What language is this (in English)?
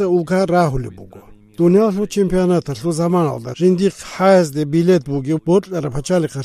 Avaric